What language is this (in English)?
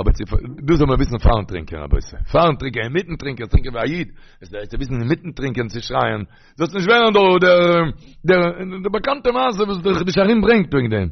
Yiddish